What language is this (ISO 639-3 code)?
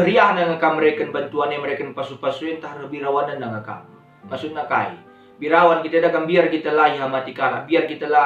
btx